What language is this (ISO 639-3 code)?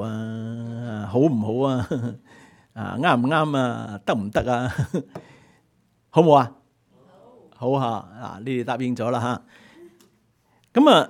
yue